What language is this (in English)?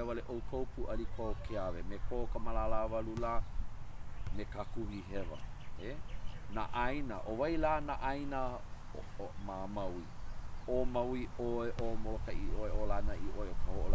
Hawaiian